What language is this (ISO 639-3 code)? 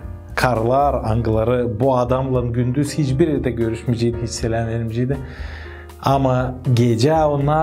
gag